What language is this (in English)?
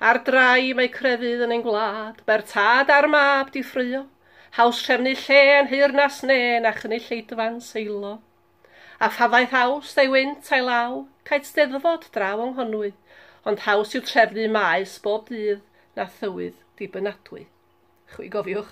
Welsh